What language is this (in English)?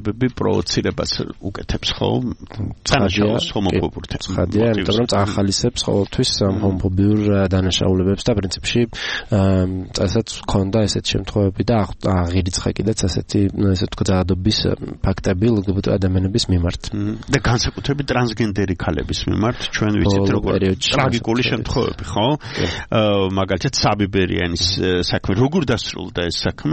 Georgian